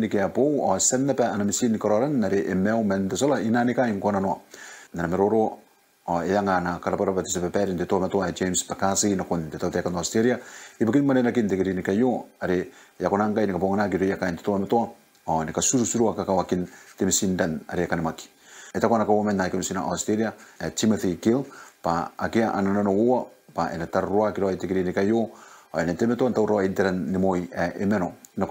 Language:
Gilbertese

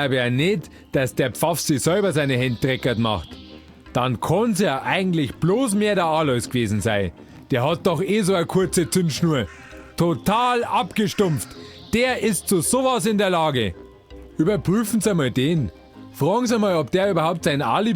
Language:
Bavarian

